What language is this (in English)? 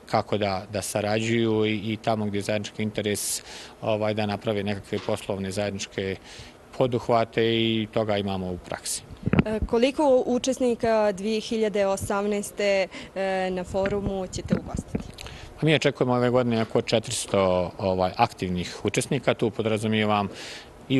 Bosnian